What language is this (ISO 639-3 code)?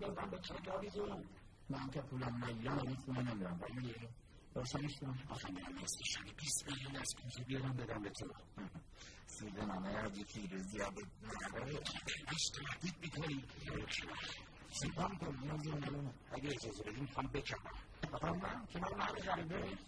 fas